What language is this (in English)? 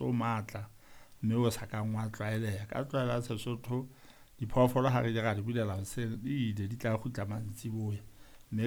Southern Sotho